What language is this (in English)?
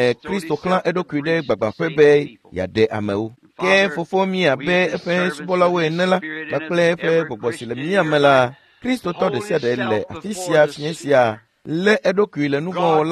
Ewe